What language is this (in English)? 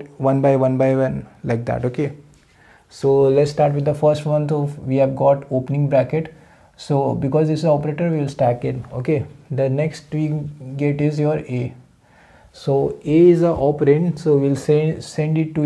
English